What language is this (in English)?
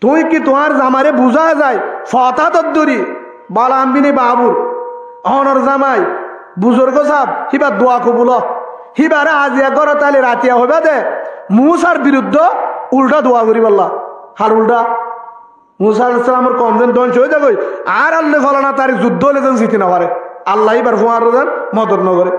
Rohingya